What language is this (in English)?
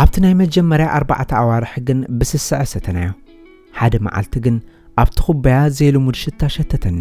Tigrinya